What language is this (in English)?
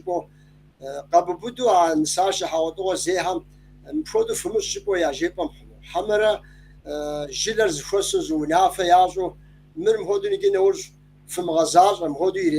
Kabardian